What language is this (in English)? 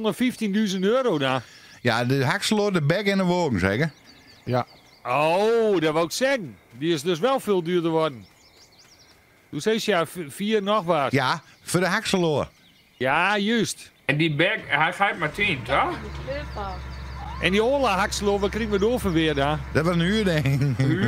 Dutch